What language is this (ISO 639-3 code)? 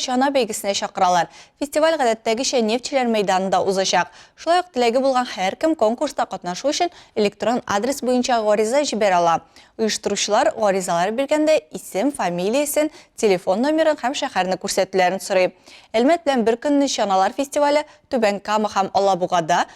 tat